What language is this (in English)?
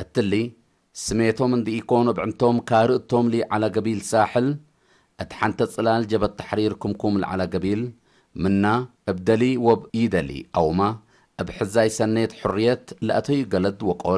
Tigre